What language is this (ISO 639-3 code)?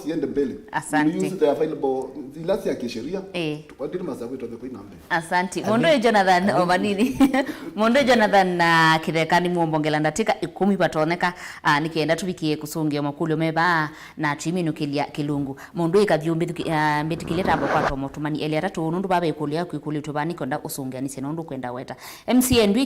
kam